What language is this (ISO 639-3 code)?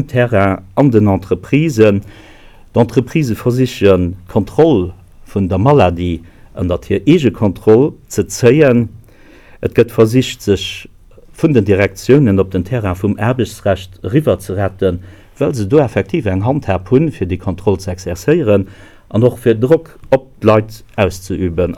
ltz